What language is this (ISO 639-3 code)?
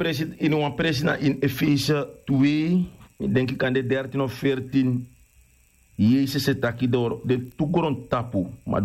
srn